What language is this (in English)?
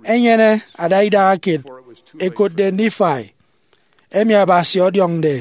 Efik